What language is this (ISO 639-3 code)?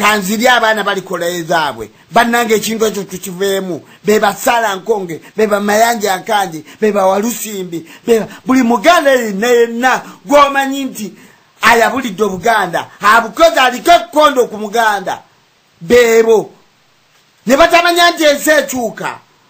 lug